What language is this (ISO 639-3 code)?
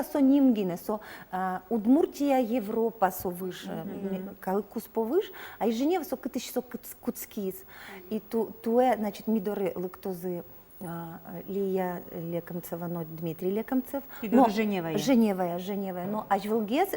udm